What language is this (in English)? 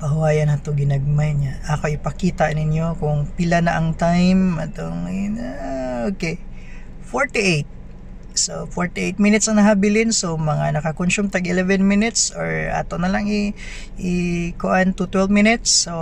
Cebuano